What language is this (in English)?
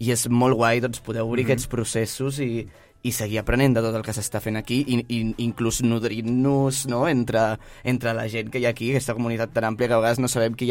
Catalan